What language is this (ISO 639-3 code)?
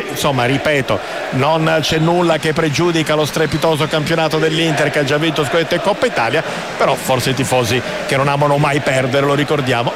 ita